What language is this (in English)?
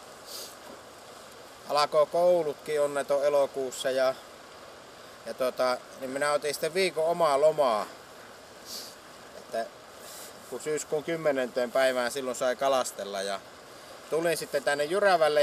Finnish